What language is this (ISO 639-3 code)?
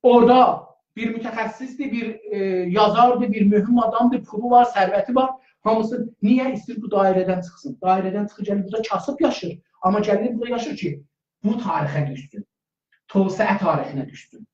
azb